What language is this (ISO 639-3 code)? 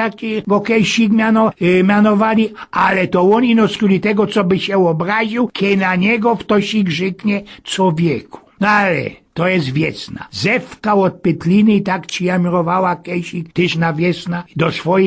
szl